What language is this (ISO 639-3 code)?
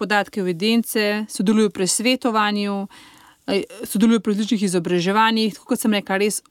slv